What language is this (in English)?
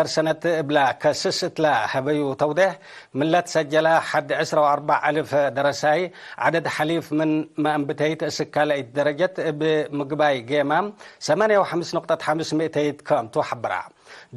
Tigre